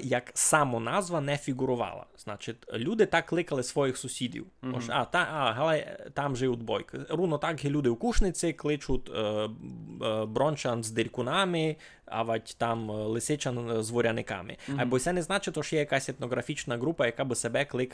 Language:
Rusyn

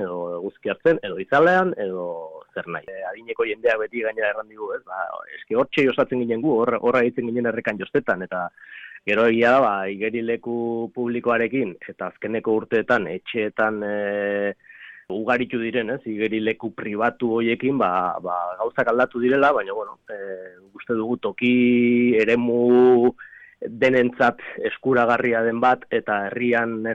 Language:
Basque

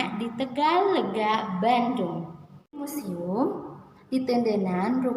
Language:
Sundanese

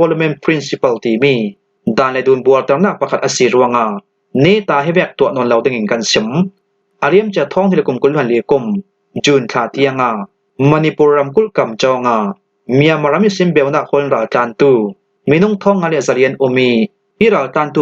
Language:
Falam Chin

